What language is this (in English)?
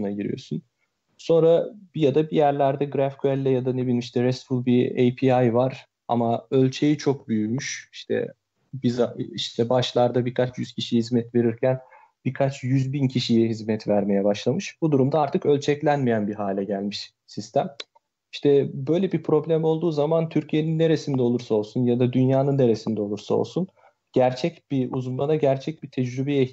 Turkish